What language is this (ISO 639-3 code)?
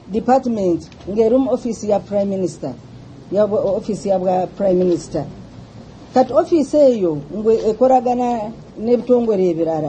lug